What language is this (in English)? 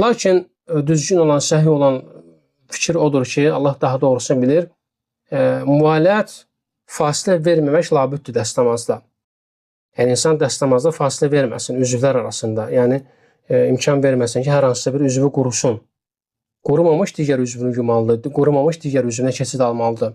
Azerbaijani